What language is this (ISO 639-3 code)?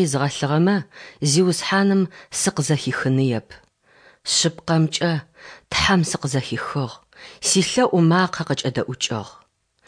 ady